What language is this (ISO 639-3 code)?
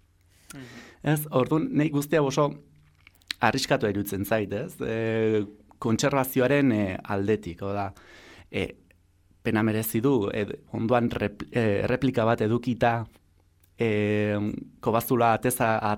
eus